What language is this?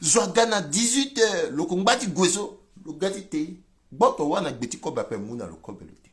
Sango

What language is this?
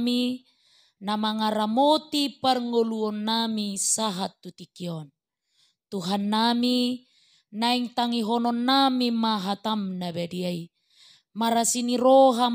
Batak Toba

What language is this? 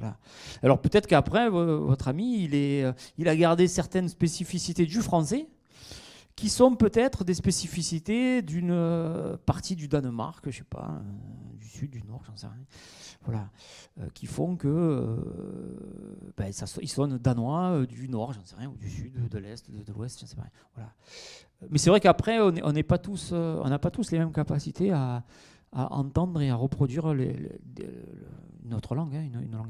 French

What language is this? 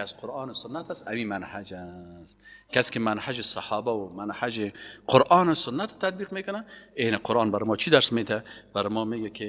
Persian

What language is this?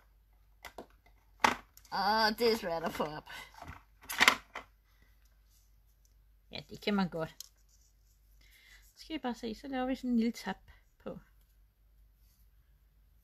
Danish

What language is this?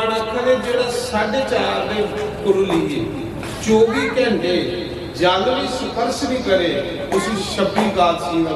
Dogri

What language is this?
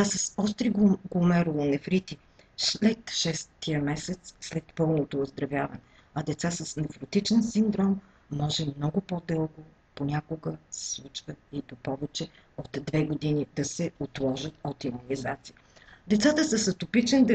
Bulgarian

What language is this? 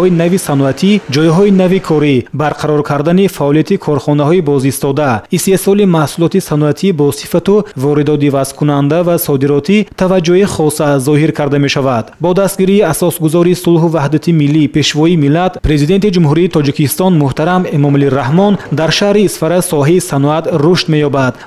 Tajik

